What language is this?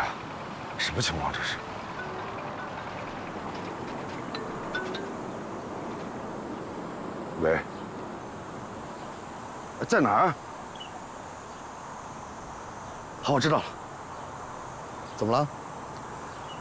Chinese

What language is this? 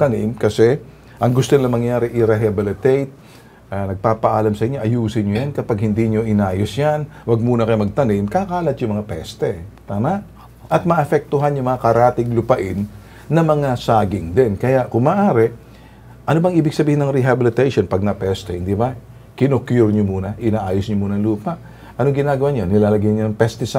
Filipino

